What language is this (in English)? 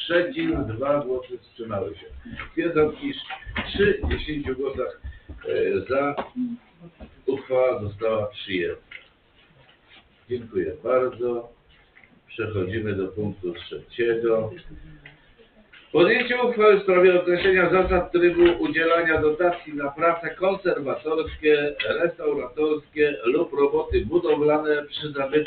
Polish